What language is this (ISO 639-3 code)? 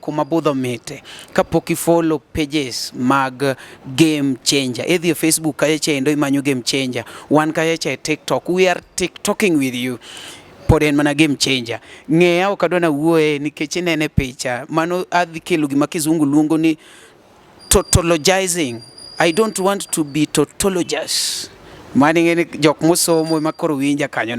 luo